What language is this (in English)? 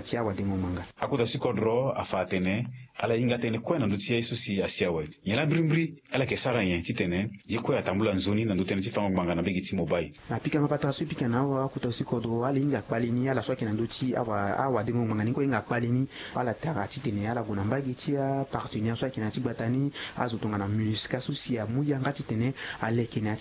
Sango